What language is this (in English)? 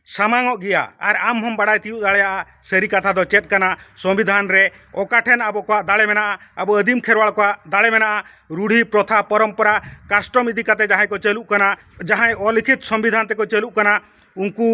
Santali